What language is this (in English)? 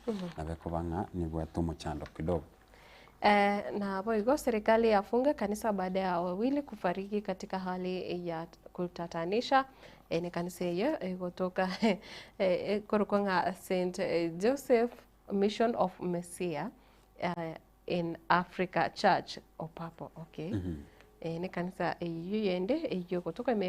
Gusii